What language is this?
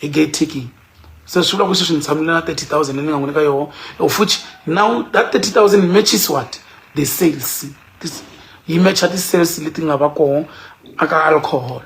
Tsonga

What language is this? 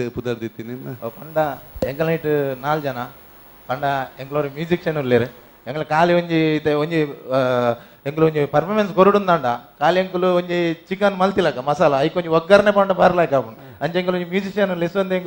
Tulu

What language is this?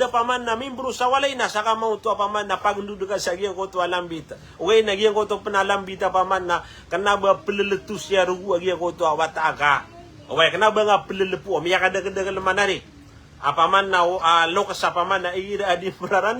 Maranao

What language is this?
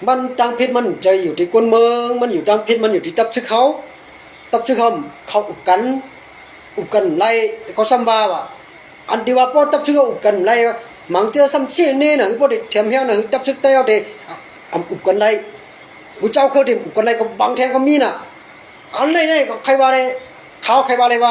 Shan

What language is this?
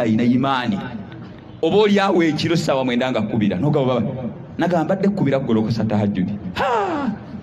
Ganda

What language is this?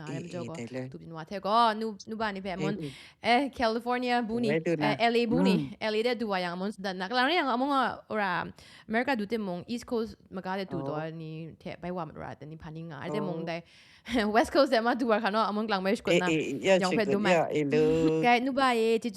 Kachin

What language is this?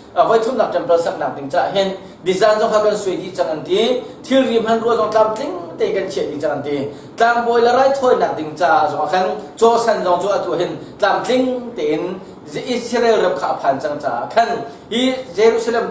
Hakha Chin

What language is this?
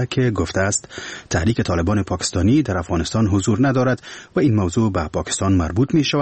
Persian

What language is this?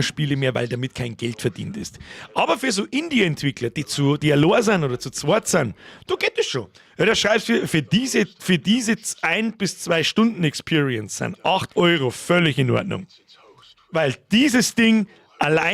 Bavarian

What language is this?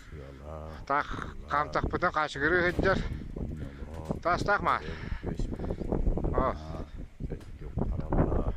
Yakut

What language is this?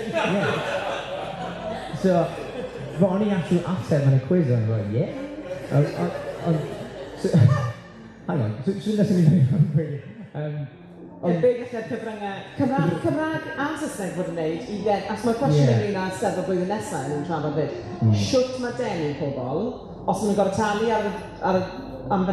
Welsh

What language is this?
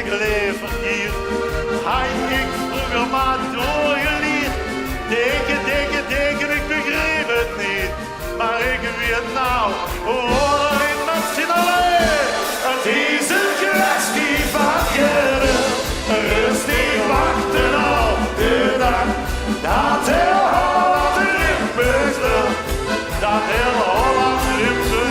Limburgish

